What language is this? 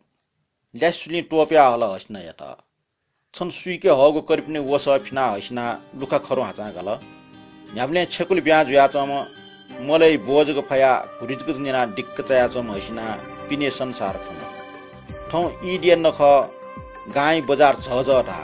Newari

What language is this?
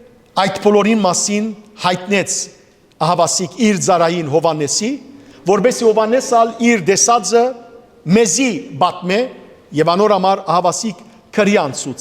Western Armenian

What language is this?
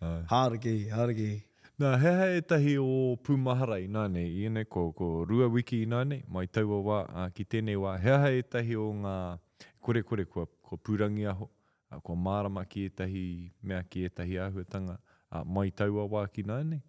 Māori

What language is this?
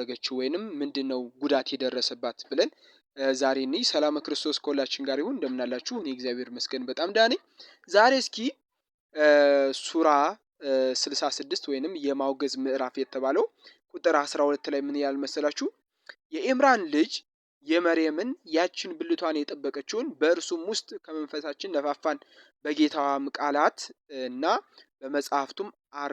Amharic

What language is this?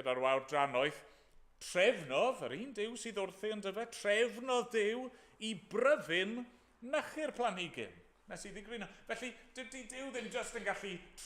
Welsh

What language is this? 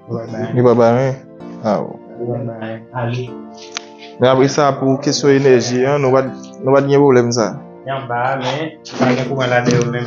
Haitian Creole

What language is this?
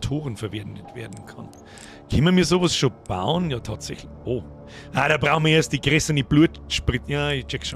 Bavarian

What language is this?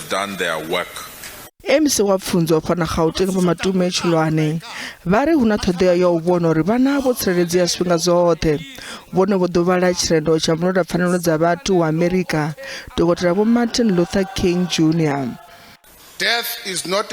Venda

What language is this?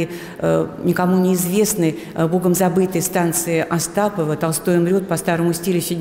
Russian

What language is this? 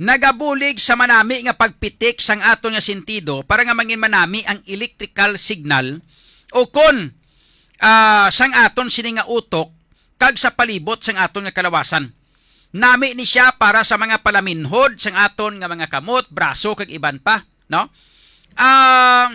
Hiligaynon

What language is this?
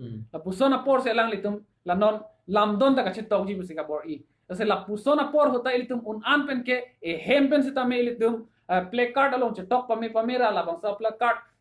Karbi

